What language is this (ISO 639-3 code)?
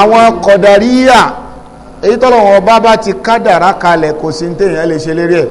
yor